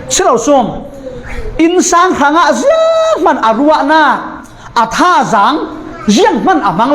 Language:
Falam Chin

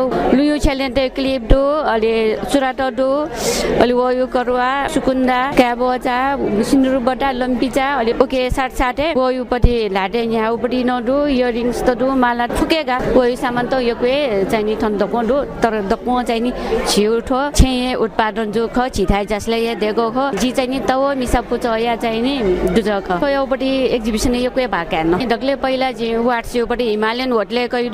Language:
Newari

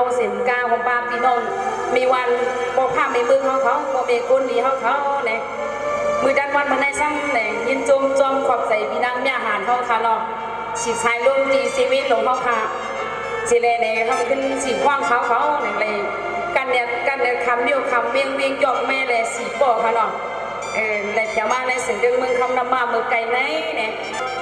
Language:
Shan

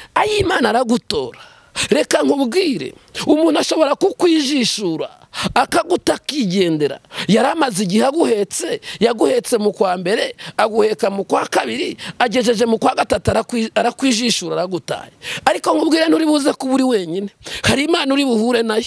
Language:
Kinyarwanda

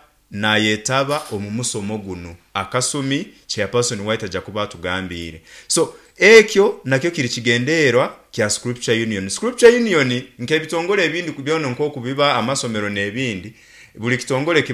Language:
Nyankole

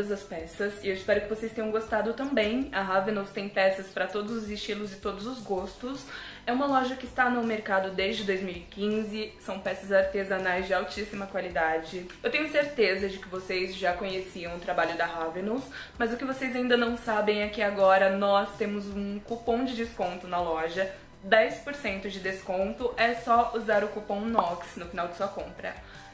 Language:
Portuguese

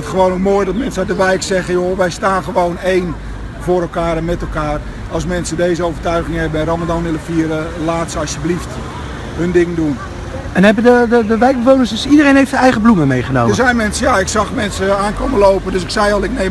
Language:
Dutch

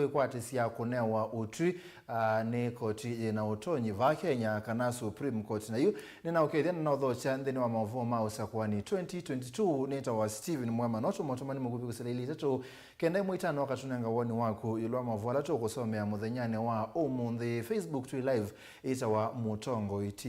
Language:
Kamba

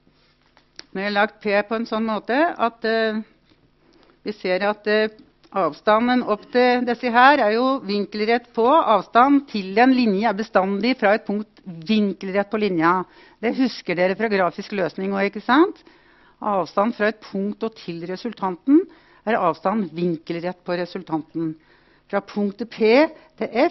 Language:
Norwegian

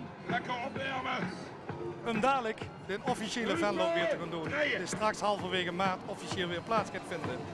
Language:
Limburgish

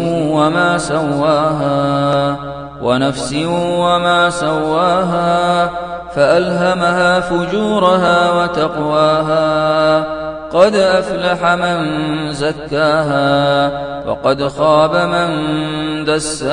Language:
Arabic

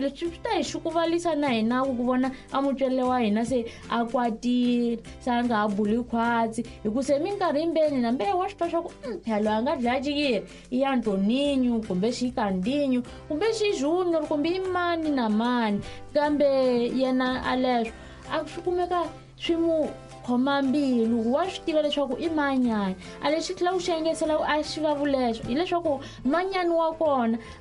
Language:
Tsonga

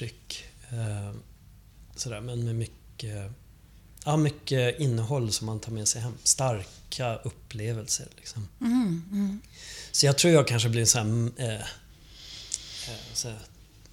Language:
Swedish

